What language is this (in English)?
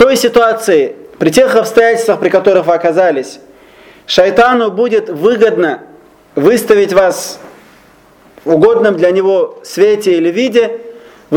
Russian